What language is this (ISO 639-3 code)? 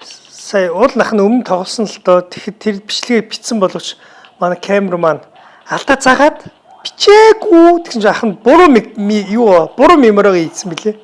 mon